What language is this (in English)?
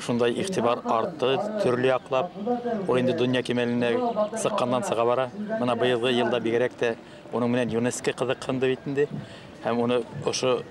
Bashkir